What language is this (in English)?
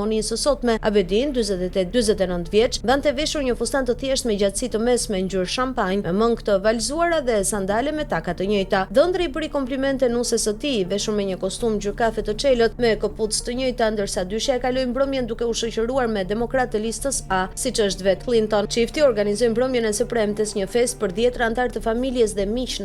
Albanian